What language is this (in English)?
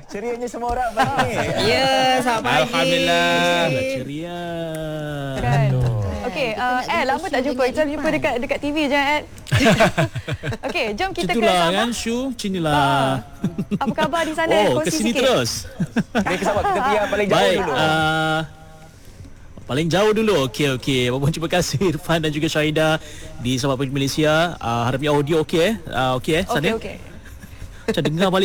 Malay